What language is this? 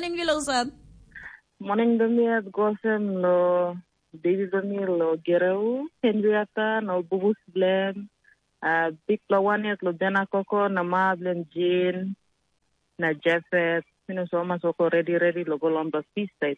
Tok Pisin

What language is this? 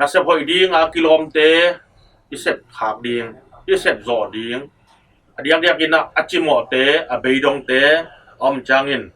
Tedim Chin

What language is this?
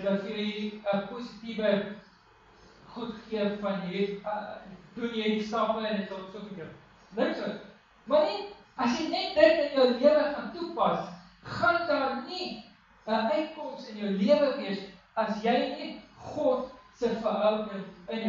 Afrikaans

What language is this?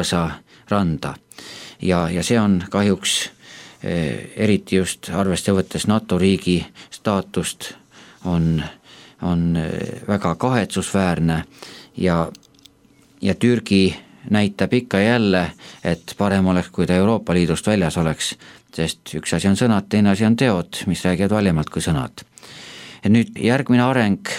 Estonian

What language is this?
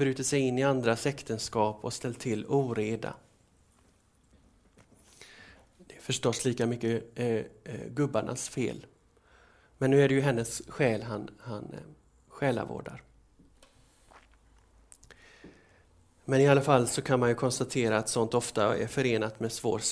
Swedish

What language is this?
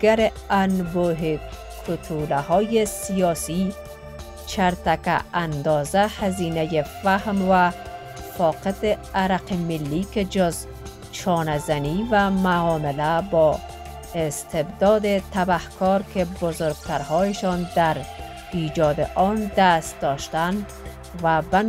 Persian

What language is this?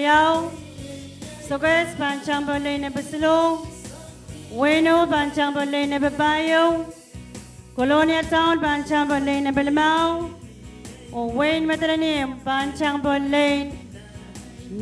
Pohnpeian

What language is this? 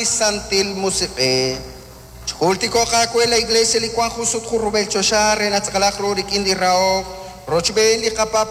Kekchí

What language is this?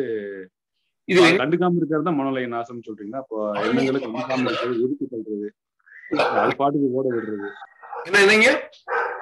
Tamil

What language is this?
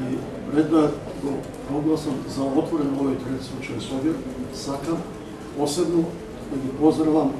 Macedonian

